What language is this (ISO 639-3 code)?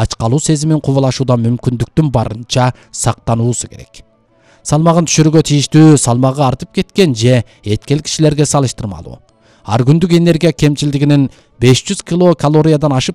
kir